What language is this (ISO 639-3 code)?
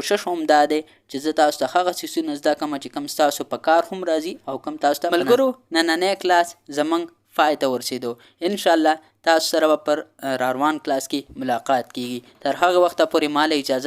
pus